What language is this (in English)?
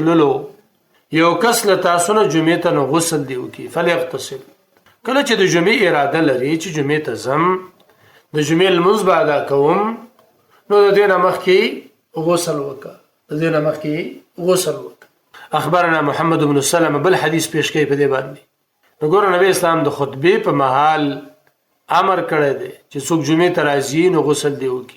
Pashto